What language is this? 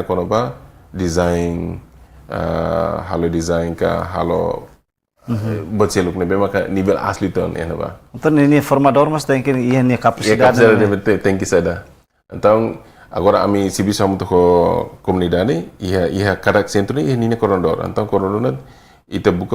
Tetum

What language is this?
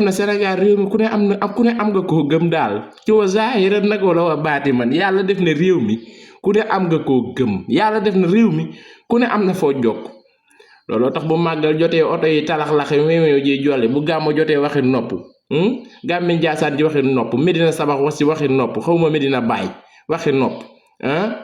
Wolof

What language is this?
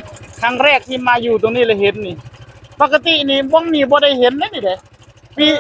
Northeastern Thai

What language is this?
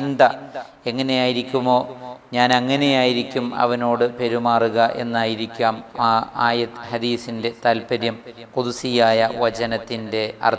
Malayalam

